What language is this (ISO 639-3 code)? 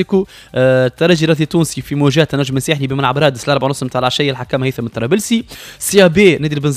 aeb